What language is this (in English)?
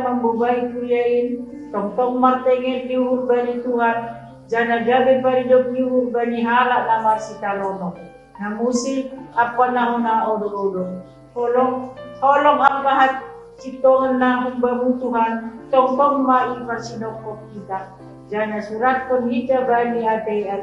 Batak Simalungun